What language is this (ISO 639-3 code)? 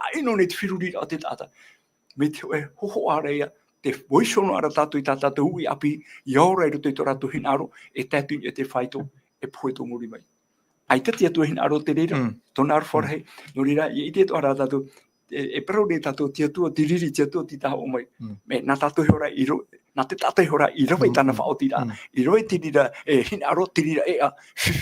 tah